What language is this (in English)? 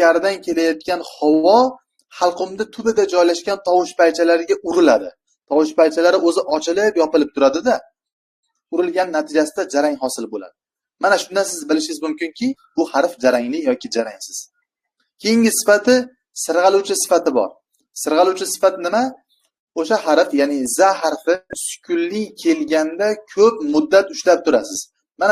Uzbek